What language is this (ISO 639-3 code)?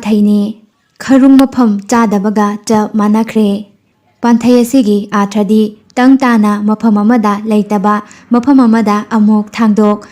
mni